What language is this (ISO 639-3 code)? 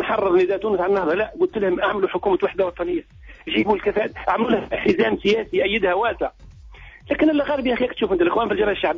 aeb